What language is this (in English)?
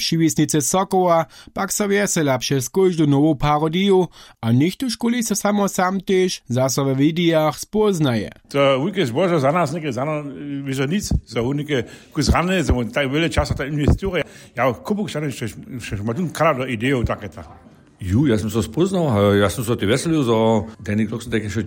Upper Sorbian